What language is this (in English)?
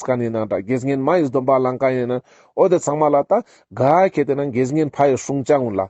Ladakhi